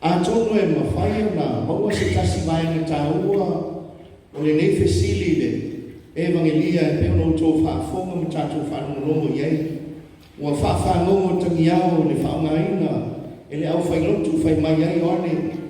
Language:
Samoan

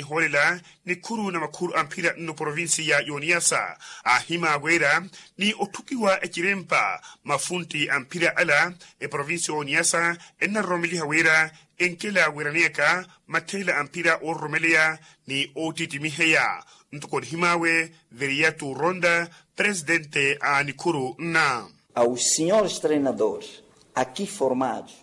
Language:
Makhuwa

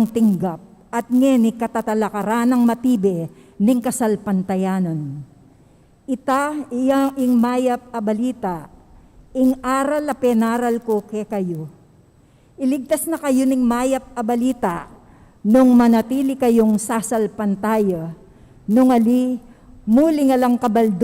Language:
Pampanga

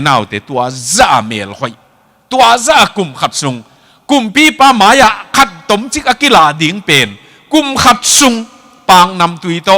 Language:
Tedim Chin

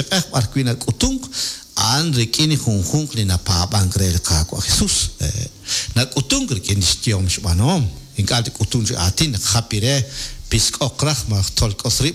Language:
Kekchí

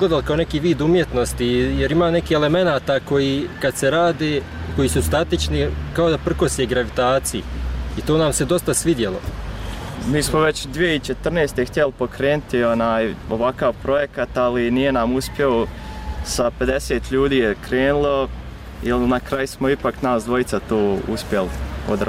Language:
Bosnian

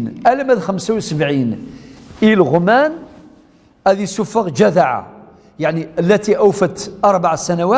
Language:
Kabyle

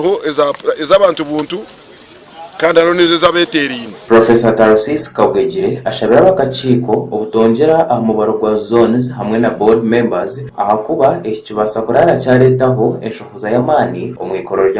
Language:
Nyankole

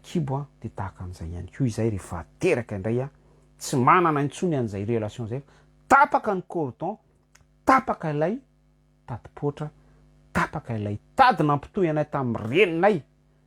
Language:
Malagasy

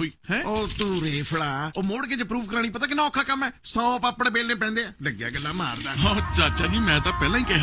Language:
Punjabi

